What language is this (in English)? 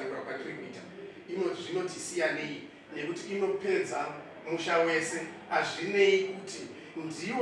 Shona